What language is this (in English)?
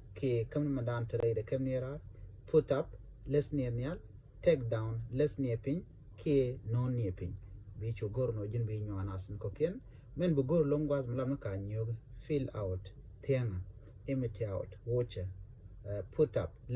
Nuer